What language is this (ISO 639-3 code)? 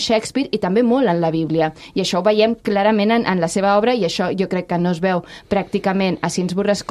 cat